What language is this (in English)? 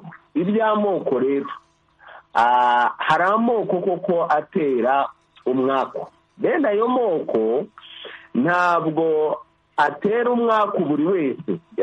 Kinyarwanda